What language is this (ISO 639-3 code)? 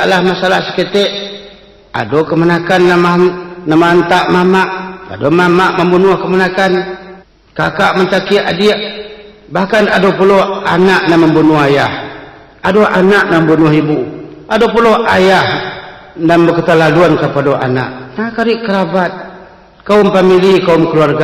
min